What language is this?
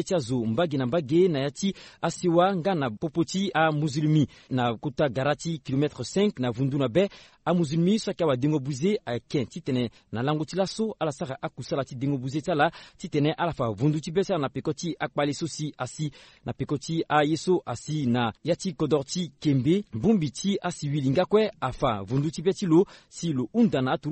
Sango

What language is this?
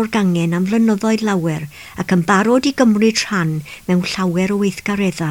Welsh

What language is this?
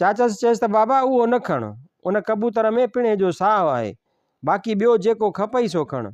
Sindhi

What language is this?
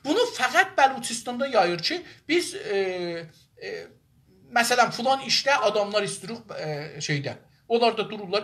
South Azerbaijani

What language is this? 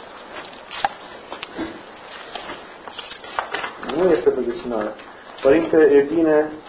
Romanian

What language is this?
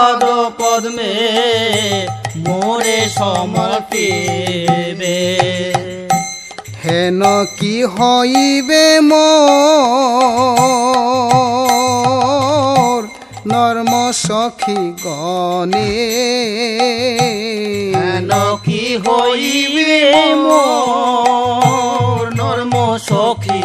Bangla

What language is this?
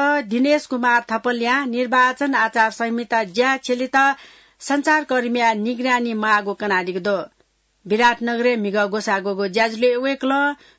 Newari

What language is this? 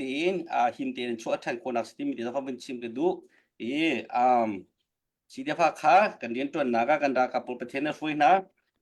Hakha Chin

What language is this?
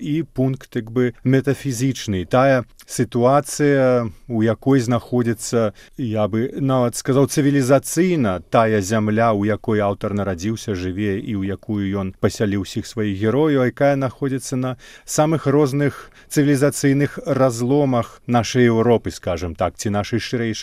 Belarusian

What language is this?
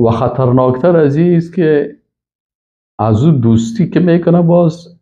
Persian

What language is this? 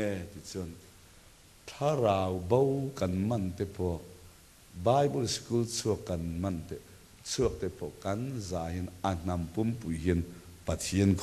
Mizo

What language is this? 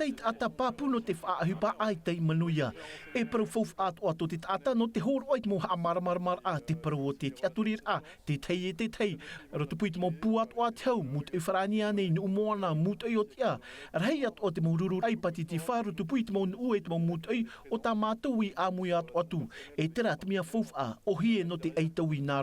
Tahitian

